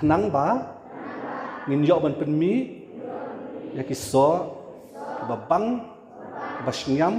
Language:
Khasi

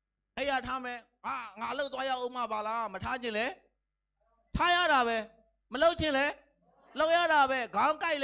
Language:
Burmese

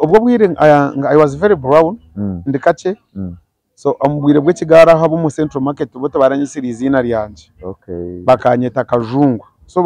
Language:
Nyankole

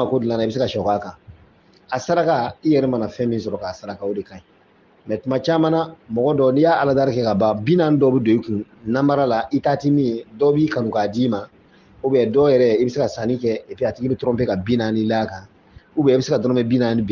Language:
Bambara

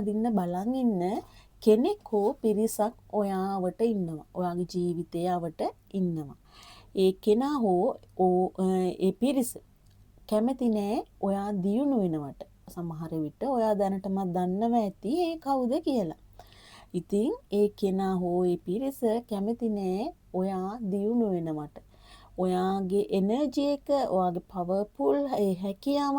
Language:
Sinhala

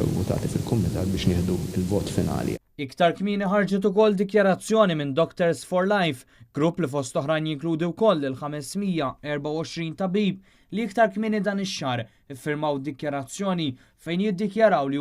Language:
Maltese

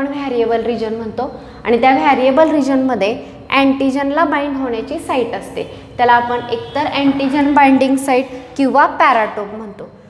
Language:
Marathi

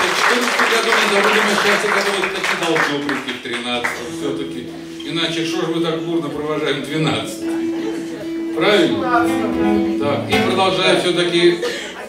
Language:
Russian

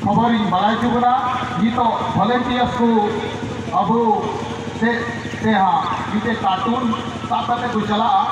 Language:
Santali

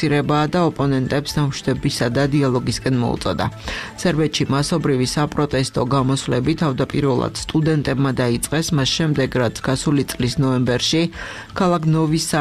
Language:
Georgian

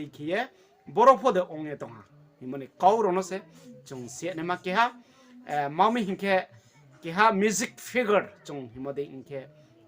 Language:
Riang (India)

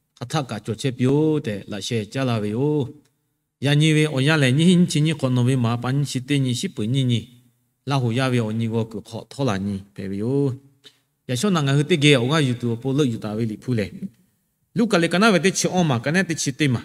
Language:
Lahu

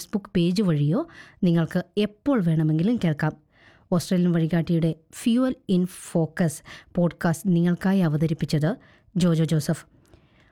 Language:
Malayalam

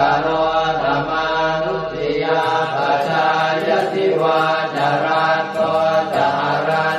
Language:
Pali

